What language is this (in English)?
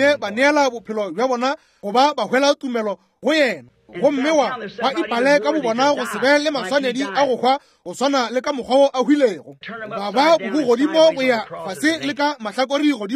Northern Sotho